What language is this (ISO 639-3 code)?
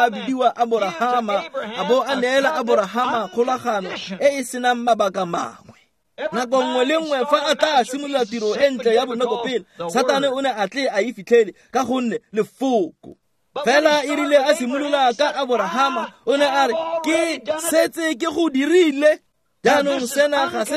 tsn